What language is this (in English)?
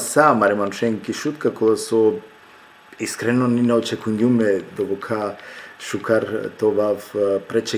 Balkan Romani